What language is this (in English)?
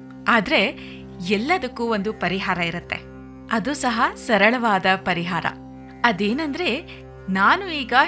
Kannada